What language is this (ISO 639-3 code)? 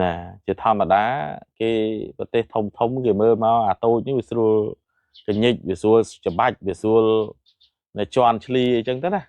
khm